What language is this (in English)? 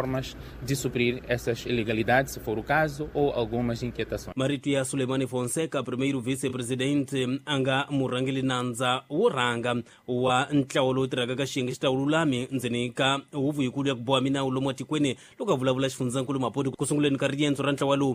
Tsonga